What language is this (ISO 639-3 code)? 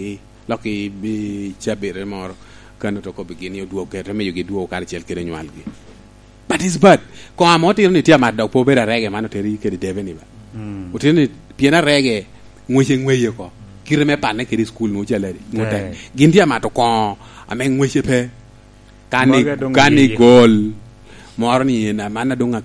laj